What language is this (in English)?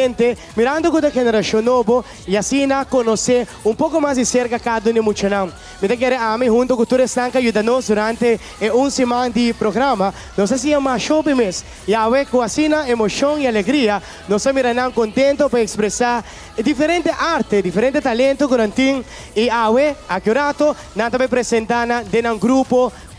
Papiamento